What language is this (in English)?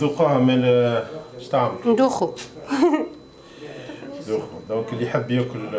Tunisian Arabic